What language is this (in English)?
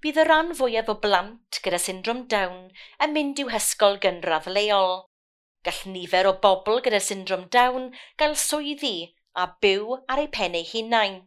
Welsh